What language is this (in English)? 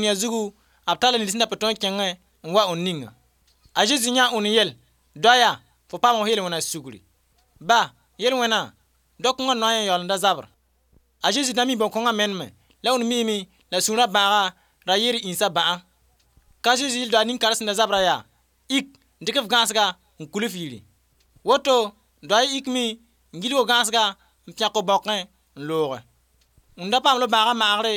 Mossi